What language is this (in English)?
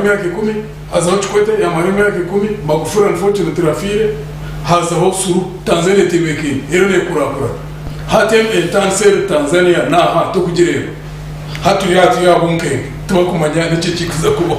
Nyankole